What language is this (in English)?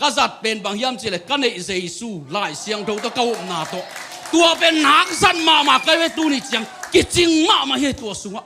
Tedim Chin